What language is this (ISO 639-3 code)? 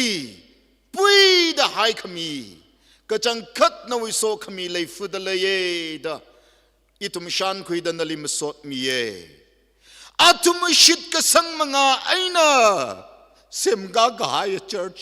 nmf